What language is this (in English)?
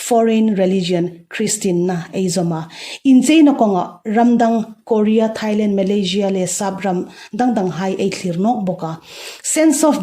Hmar